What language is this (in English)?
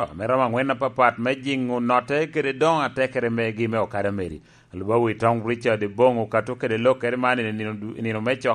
Lango (Uganda)